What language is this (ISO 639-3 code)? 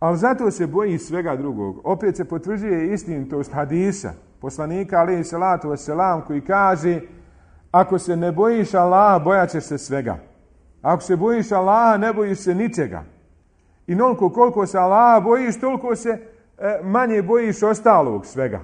bos